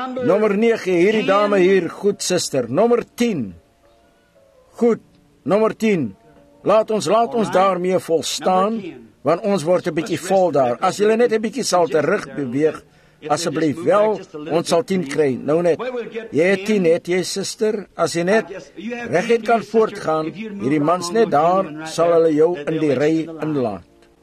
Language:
Afrikaans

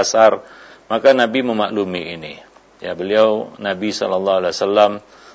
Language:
Indonesian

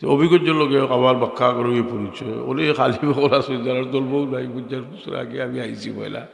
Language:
Sylheti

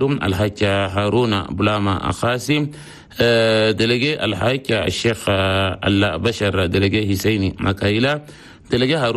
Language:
Chadian Arabic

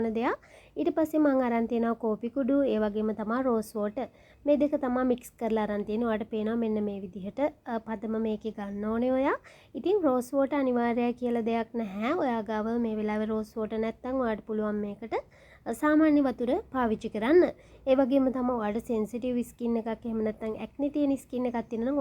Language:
Sinhala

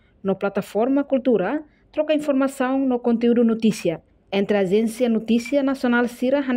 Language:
Tetum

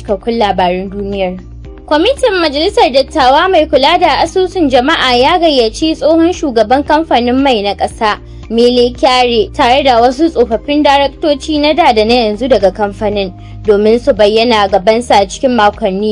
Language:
Hausa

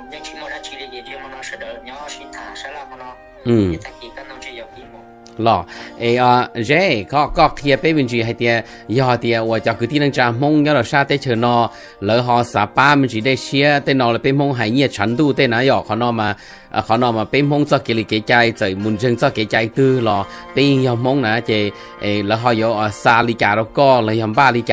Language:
Hmong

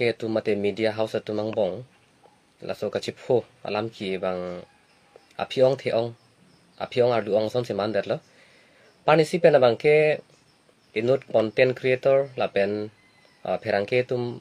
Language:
Karbi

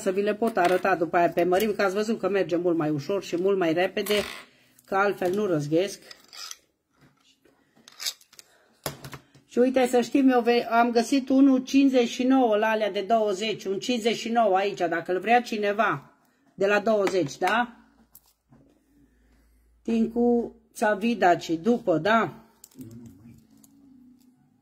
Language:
Romanian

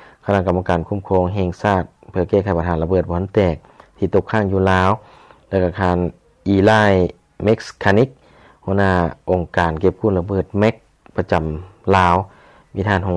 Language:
Lao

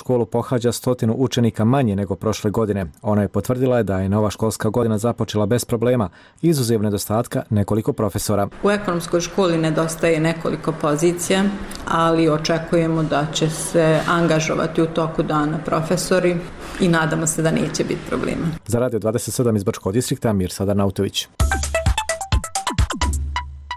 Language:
Bosnian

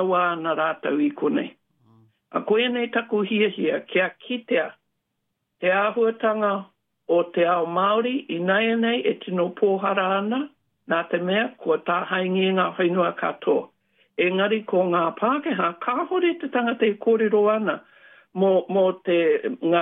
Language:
Māori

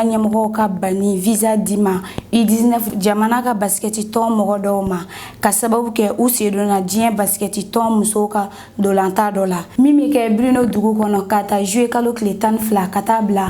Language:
Bambara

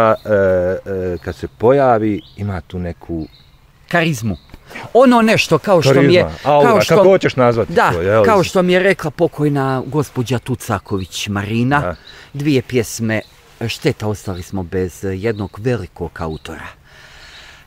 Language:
Bosnian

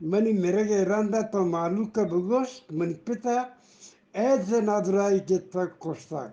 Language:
Eastern Balochi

